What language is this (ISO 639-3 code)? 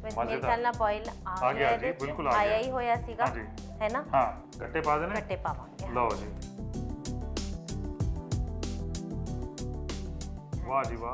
pan